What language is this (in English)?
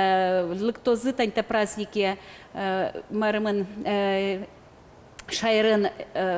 Udmurt